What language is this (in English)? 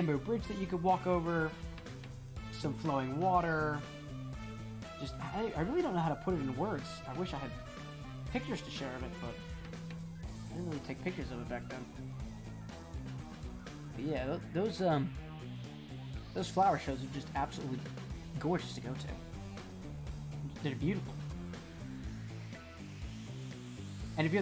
English